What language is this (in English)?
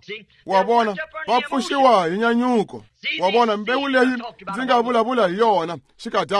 Tsonga